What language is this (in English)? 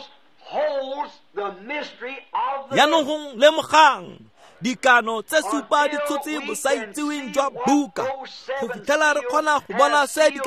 Tswana